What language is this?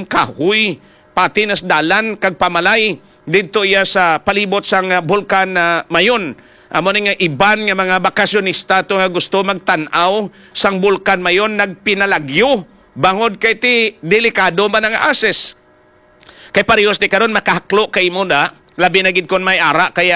Hiligaynon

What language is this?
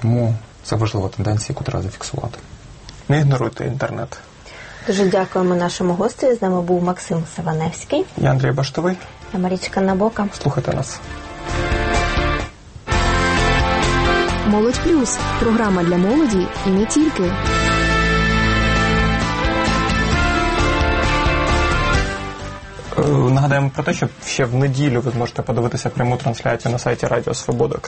Ukrainian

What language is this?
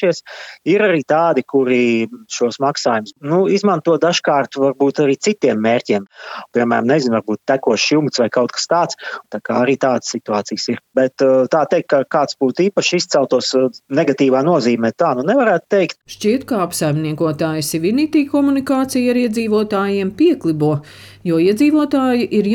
Latvian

